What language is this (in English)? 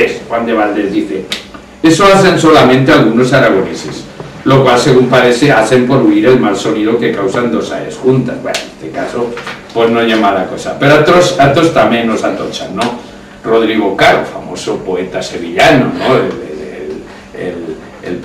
Aragonese